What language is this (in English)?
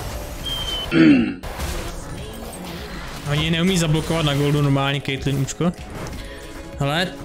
Czech